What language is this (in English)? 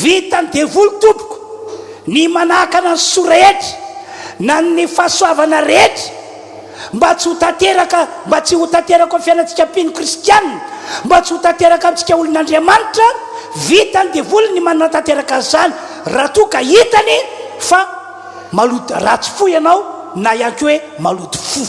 Malagasy